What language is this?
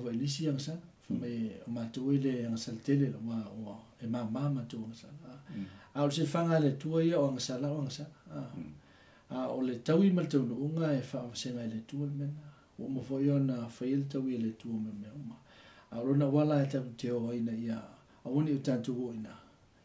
Samoan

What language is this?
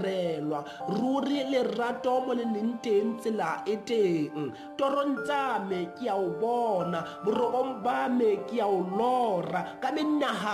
Southern Sotho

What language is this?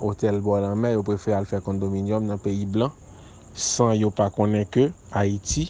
Haitian Creole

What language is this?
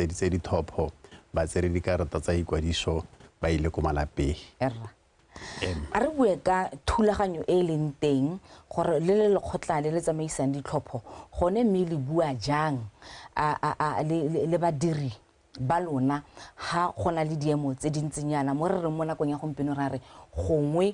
Tswana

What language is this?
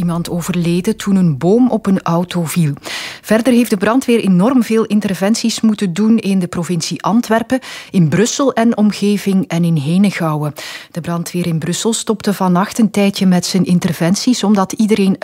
Dutch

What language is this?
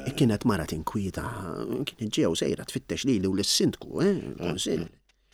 Maltese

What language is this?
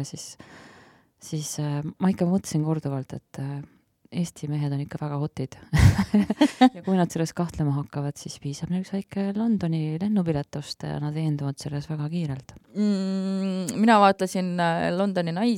Estonian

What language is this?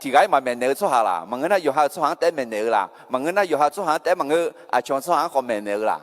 Akha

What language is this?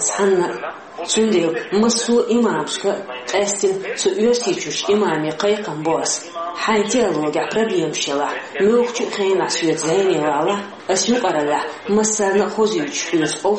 Chechen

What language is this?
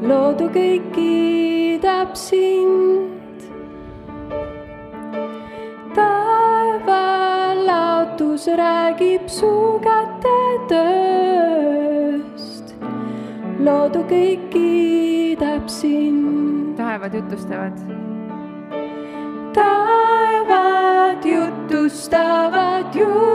Estonian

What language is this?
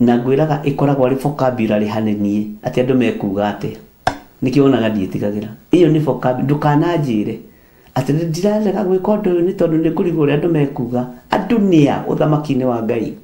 Kikuyu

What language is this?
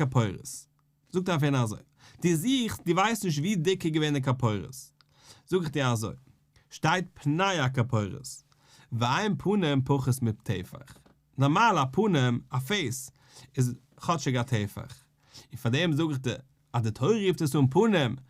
Yiddish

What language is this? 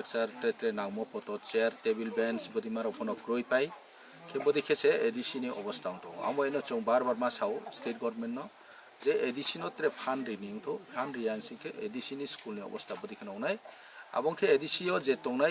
Kok Borok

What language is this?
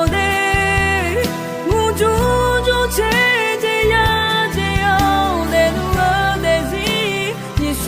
Akha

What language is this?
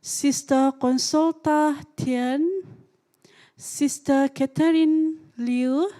Central Dusun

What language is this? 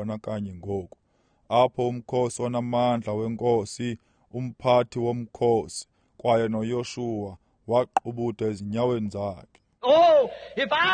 Xhosa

